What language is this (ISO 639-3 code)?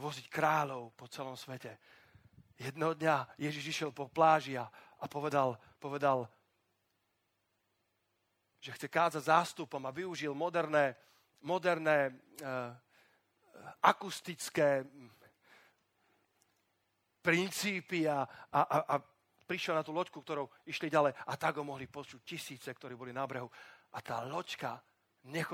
slk